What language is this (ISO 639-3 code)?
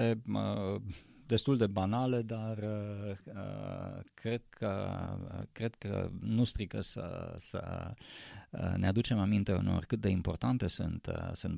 ron